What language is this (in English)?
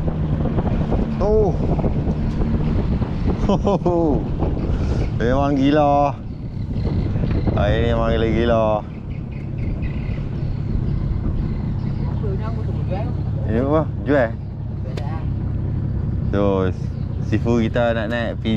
Malay